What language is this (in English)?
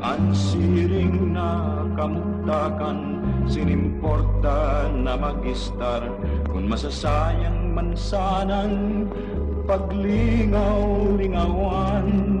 Bikol